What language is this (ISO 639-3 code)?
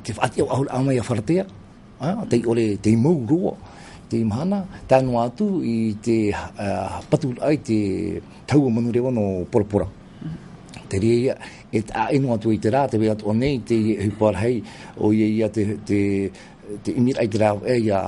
tah